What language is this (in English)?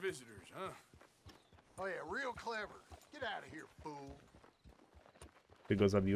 Polish